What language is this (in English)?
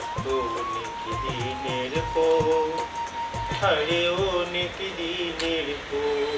Sylheti